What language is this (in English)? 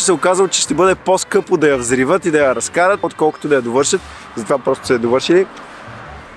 Bulgarian